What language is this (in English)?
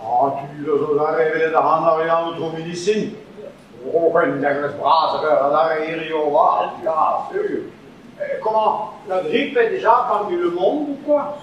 Breton